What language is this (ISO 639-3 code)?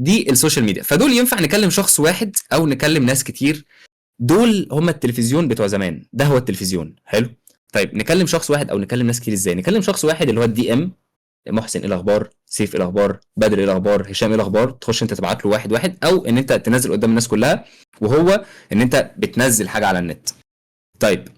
arz